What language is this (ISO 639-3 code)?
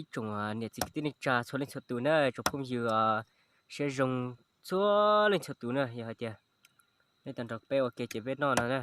hmn